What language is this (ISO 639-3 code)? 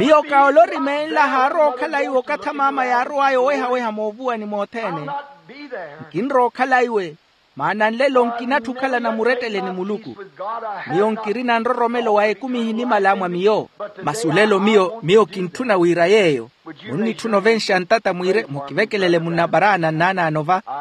vmw